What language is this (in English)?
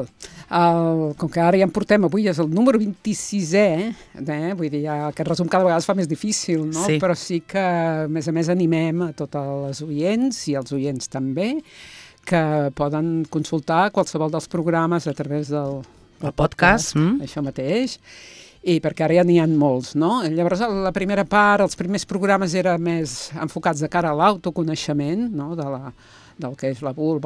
Catalan